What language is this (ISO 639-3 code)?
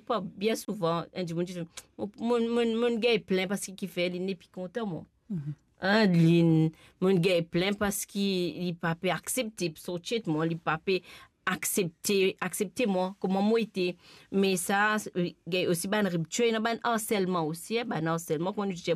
mfe